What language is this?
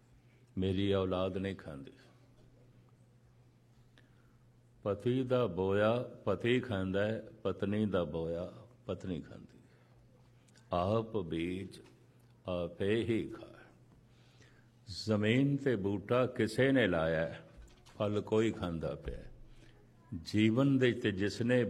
Punjabi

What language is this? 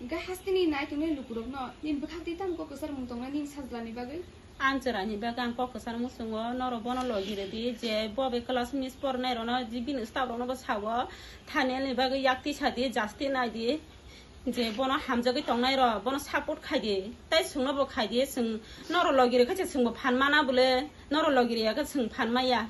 Kok Borok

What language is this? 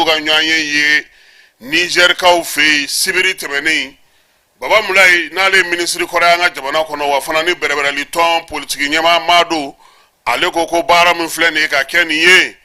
Bambara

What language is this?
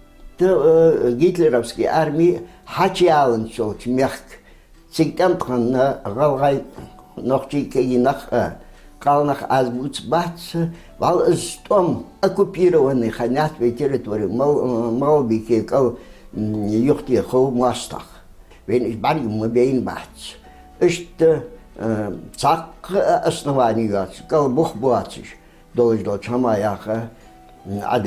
Ingush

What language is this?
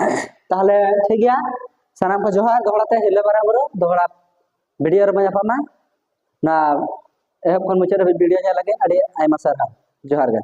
Santali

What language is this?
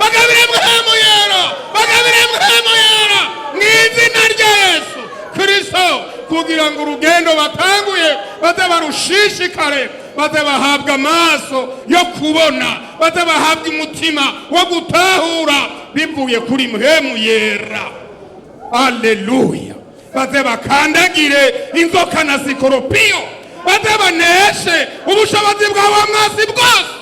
Rundi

